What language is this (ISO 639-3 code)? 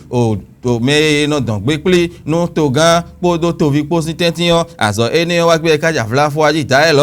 fon